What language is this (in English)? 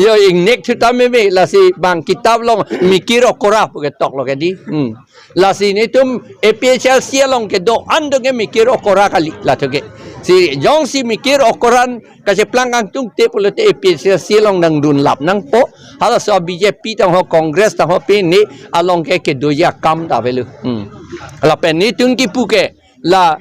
Karbi